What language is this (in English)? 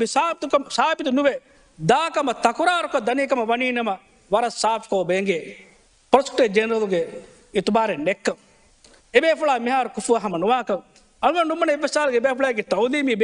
Divehi